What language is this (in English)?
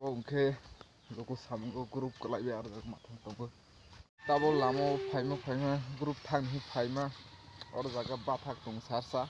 Kok Borok